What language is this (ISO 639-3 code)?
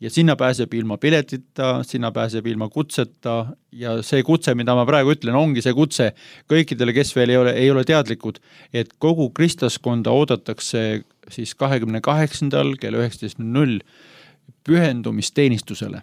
est